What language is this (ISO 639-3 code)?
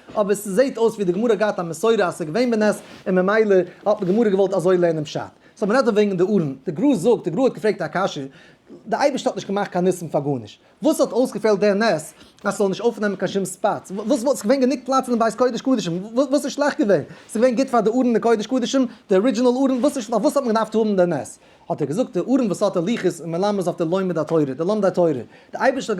yid